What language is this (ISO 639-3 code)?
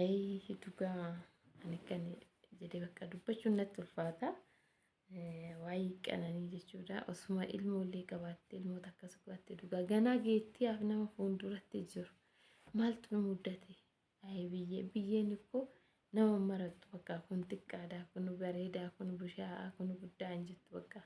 orm